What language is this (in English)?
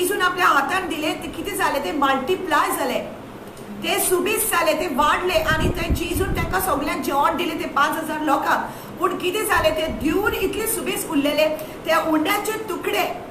Konkani